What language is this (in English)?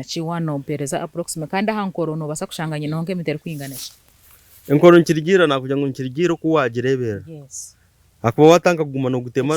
Nyankole